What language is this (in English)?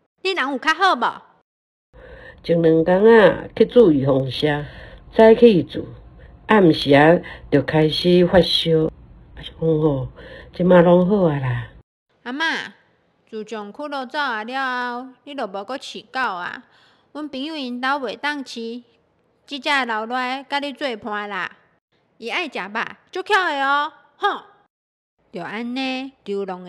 Min Nan Chinese